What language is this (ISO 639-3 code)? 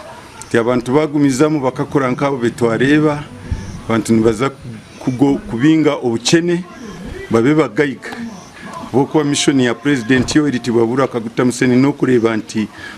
nyn